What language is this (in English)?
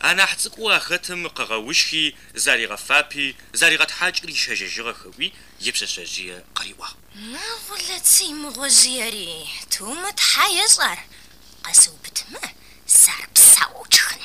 Adyghe